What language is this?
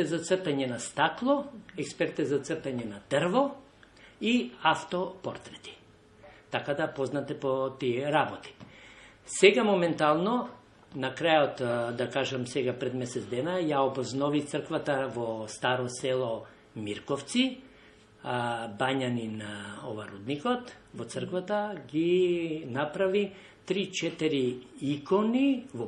Macedonian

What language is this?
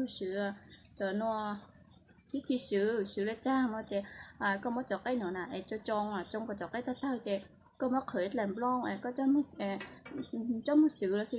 Hmong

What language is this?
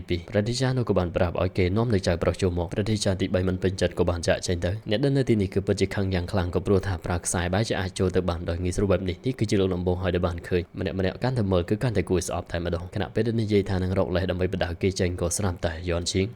Khmer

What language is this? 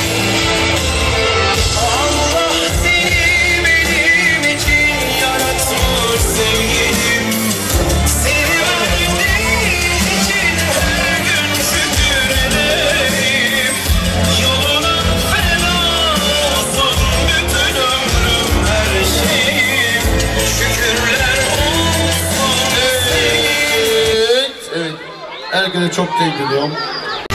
Turkish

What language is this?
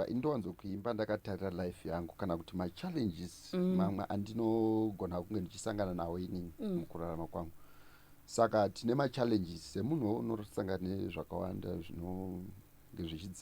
Shona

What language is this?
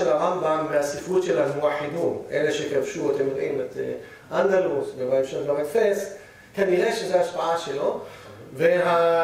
Hebrew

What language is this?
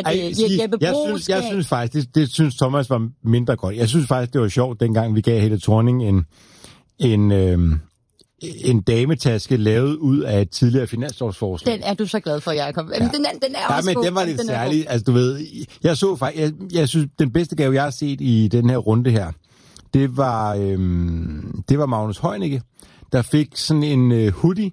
Danish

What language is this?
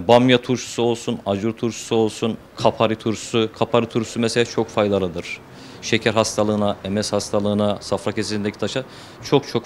Turkish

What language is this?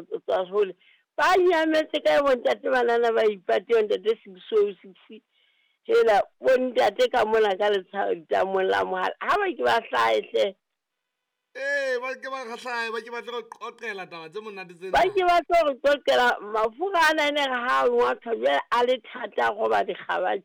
Southern Sotho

